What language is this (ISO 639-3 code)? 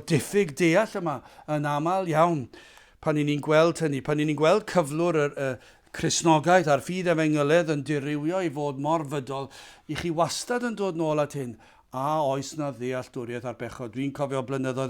cym